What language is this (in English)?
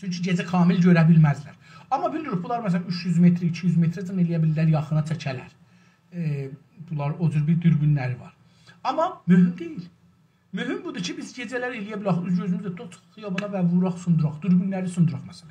South Azerbaijani